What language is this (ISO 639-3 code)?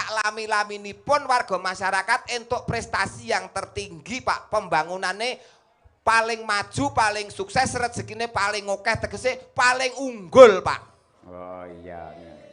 jav